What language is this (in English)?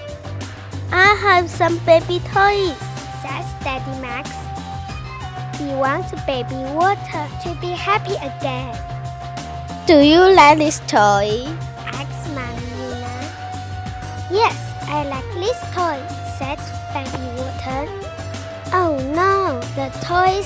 English